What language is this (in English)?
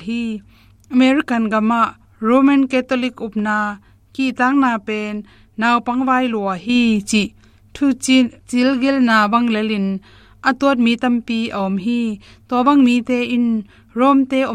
Tedim Chin